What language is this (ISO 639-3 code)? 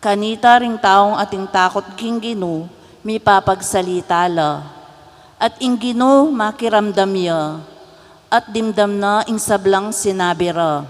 pam